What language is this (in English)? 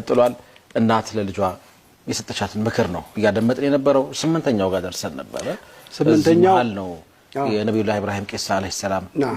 Amharic